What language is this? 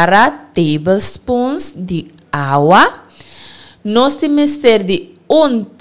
Papiamento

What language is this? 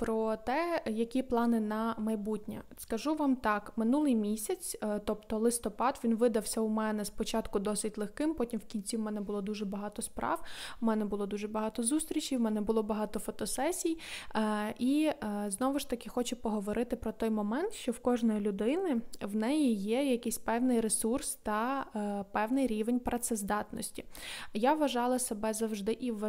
Ukrainian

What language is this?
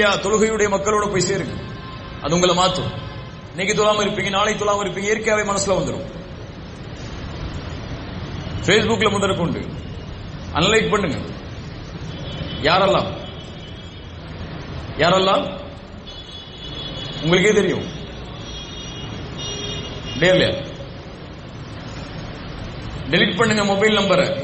Tamil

